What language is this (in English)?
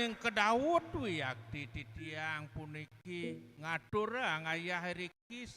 Balinese